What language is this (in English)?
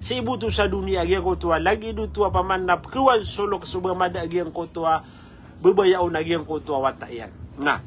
Maranao